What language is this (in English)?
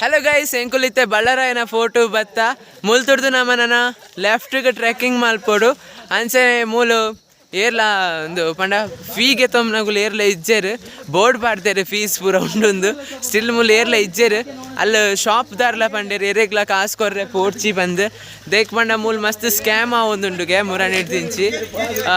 Tulu